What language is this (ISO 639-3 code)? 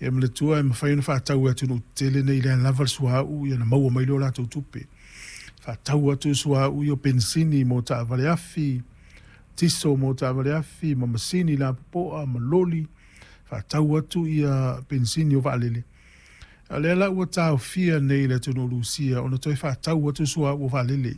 smo